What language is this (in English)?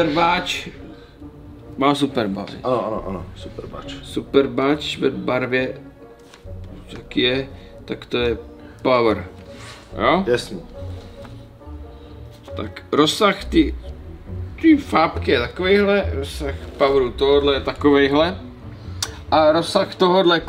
Czech